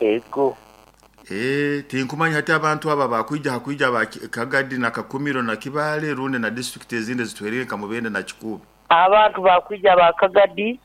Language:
Nyoro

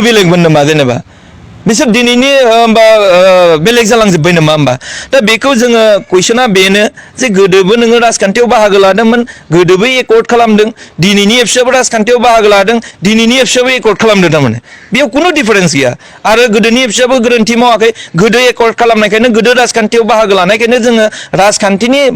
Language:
Bodo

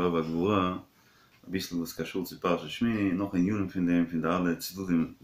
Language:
Yiddish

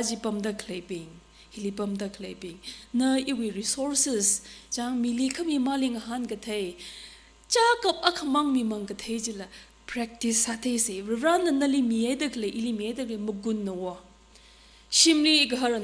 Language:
Tangkhul Naga (India)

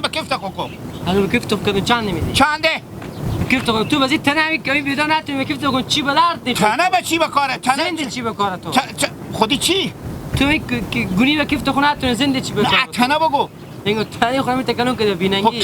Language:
Hazaragi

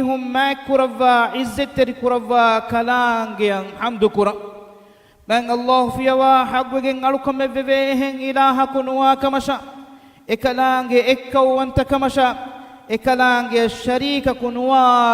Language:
Divehi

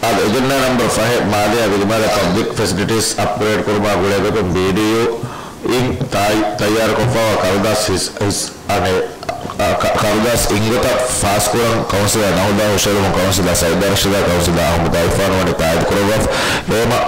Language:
Divehi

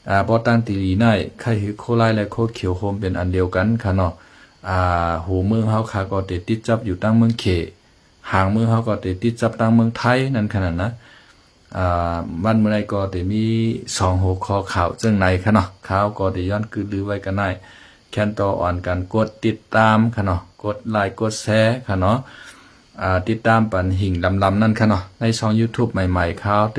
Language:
Shan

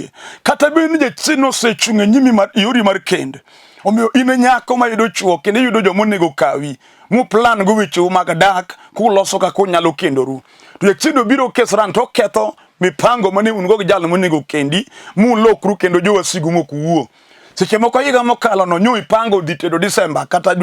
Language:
Luo (Kenya and Tanzania)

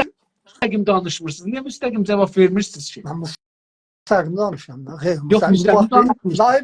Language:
South Azerbaijani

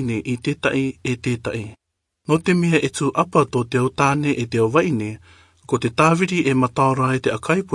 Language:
Rarotongan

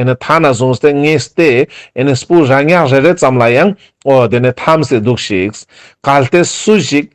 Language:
Ladakhi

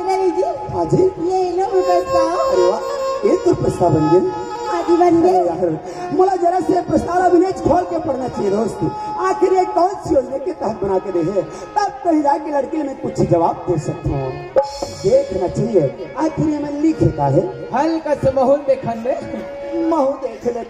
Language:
Chhattisgarhi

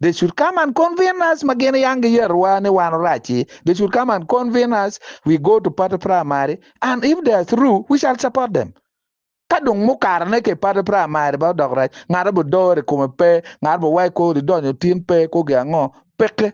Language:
Acoli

